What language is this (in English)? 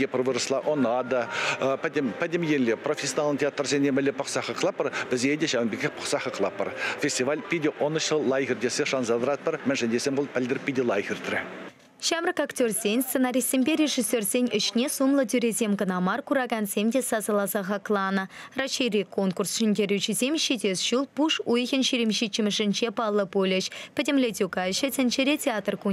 Chuvash